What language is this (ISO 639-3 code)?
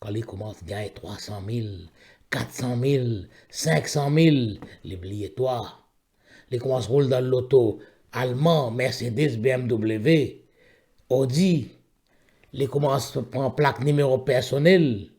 mfe